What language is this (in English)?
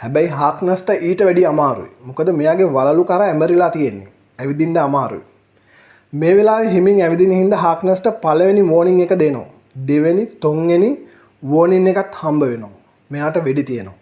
Sinhala